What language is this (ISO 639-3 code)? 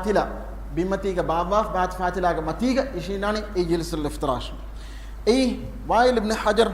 div